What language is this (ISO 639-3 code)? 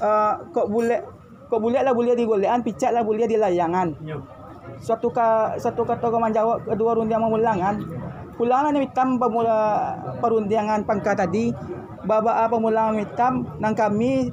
min